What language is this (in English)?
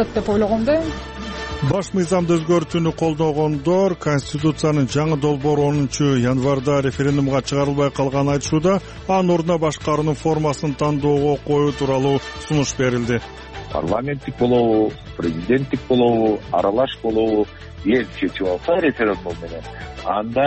Kyrgyz